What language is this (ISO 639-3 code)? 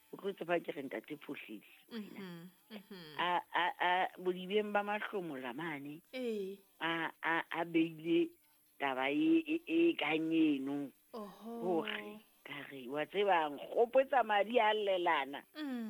sot